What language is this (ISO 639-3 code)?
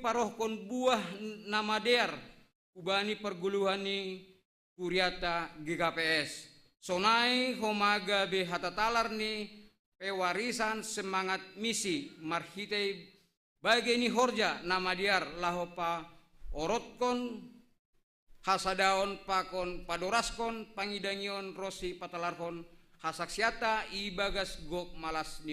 bts